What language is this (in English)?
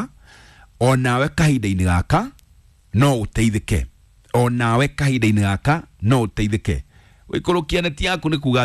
Kikuyu